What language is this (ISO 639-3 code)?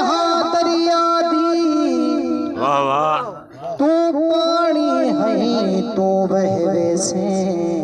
skr